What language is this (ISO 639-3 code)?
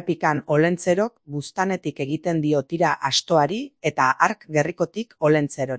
eus